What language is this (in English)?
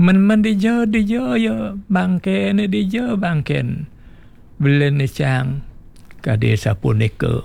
Balinese